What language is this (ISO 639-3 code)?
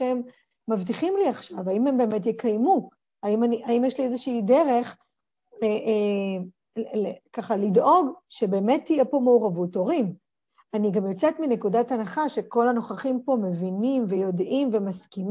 heb